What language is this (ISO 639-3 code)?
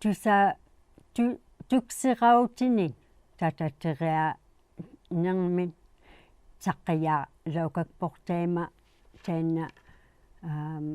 iku